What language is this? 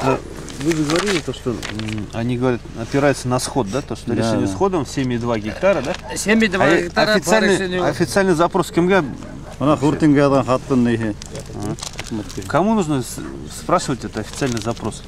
Bashkir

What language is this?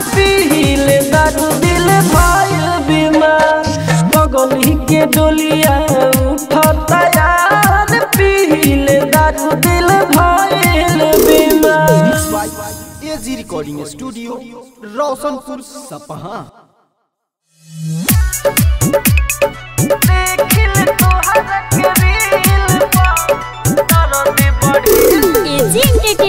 Bhojpuri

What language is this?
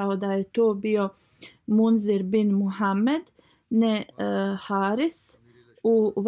Bosnian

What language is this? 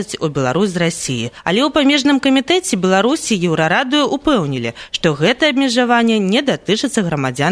Belarusian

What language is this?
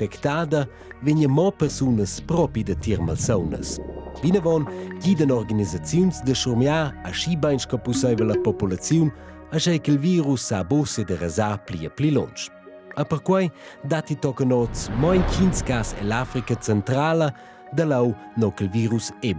Romansh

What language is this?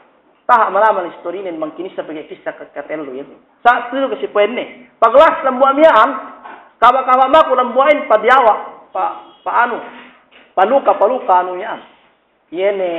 Yakan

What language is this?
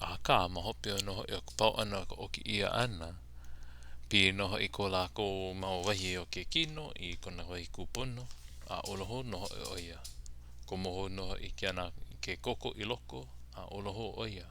Hawaiian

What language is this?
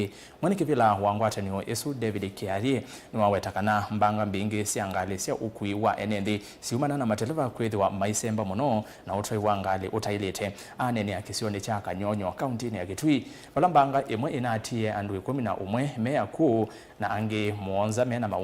Kamba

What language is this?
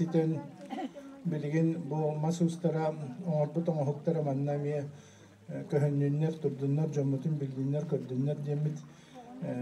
Yakut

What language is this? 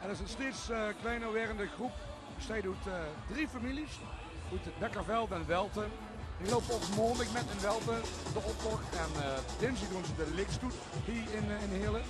Limburgish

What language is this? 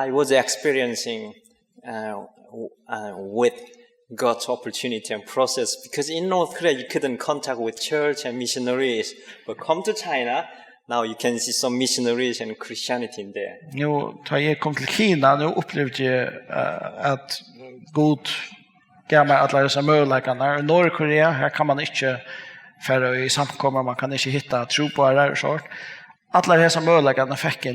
Faroese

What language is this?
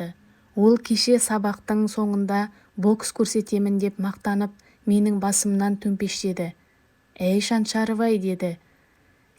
Kazakh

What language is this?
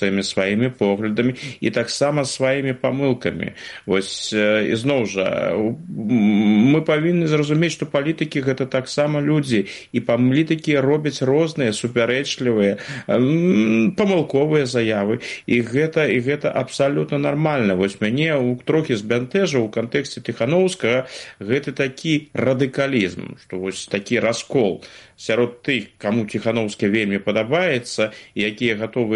Belarusian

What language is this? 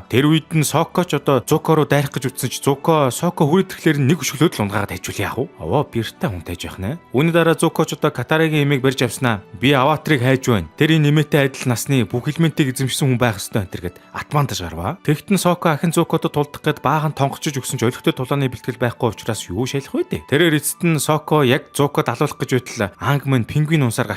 Mongolian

